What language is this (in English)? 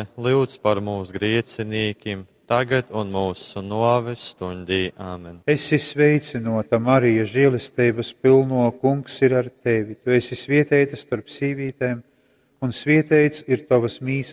Latgalian